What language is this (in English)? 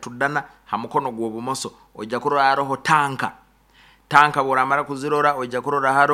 Nyoro